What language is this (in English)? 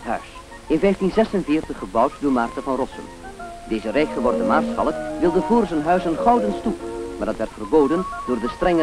Dutch